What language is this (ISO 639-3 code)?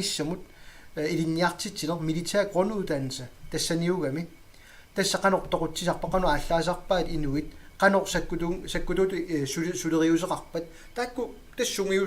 kal